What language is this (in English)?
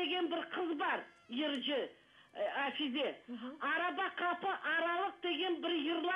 Crimean Tatar